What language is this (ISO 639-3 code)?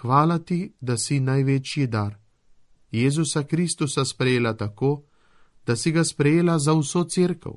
slv